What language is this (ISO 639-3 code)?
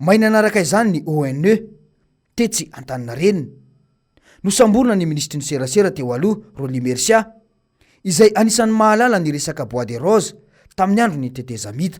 mlg